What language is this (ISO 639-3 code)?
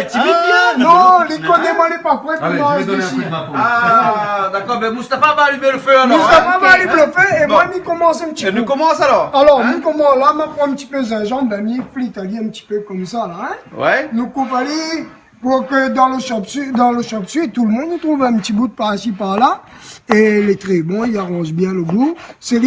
rcf